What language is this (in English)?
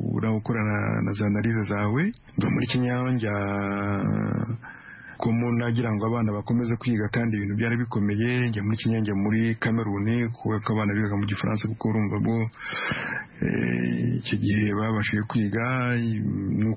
Kinyarwanda